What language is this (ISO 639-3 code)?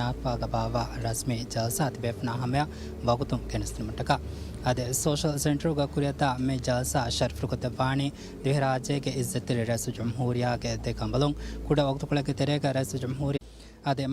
div